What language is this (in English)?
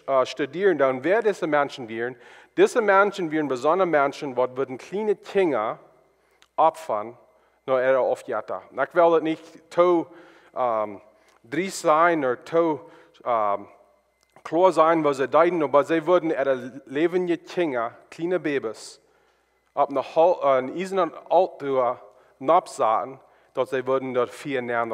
Plautdietsch